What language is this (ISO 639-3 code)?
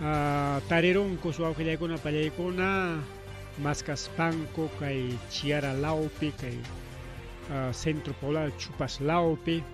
quy